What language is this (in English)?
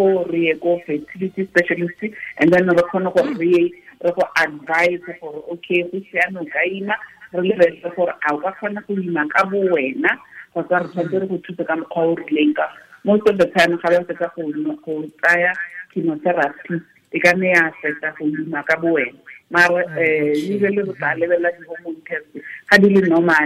Tswana